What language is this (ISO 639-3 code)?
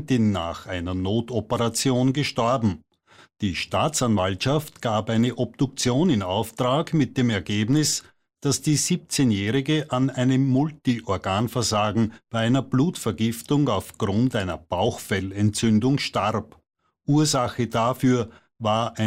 deu